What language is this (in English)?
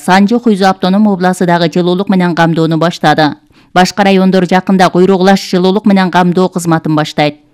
Kyrgyz